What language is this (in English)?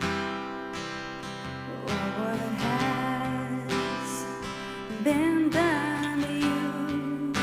Faroese